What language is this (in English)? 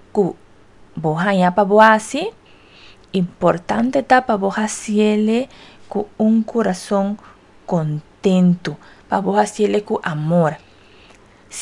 Papiamento